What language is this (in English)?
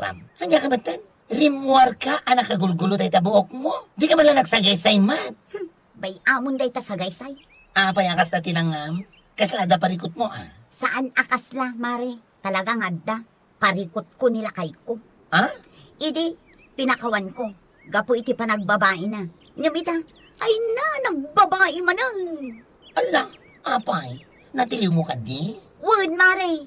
Iloko